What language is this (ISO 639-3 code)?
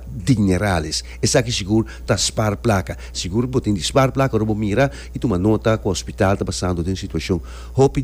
pap